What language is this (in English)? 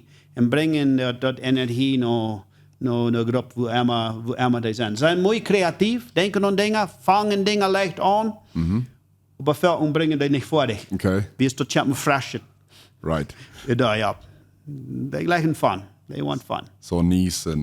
Plautdietsch